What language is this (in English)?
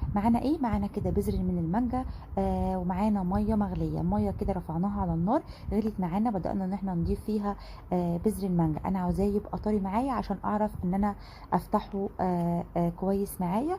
Egyptian Arabic